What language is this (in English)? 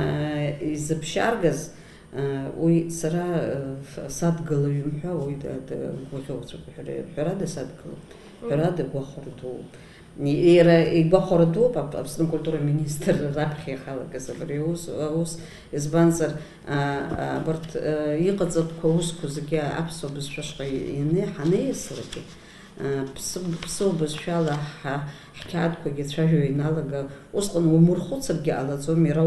Abkhazian